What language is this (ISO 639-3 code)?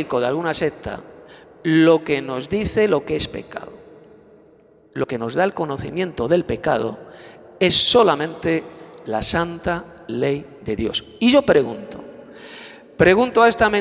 spa